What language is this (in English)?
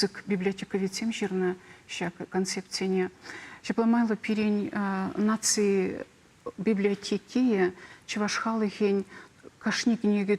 Chuvash